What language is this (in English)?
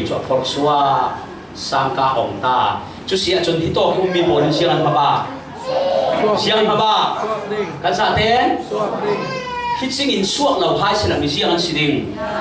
Falam Chin